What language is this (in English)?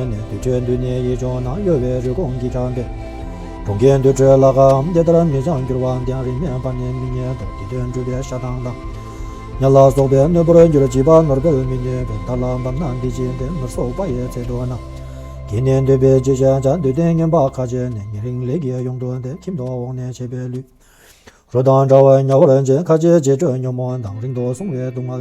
Tibetan